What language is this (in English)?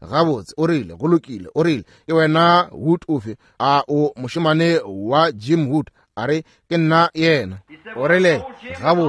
Northern Sotho